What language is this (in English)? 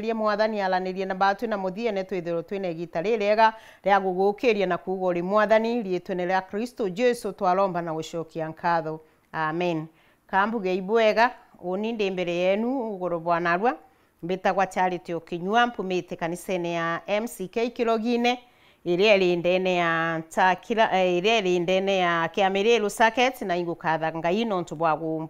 Meru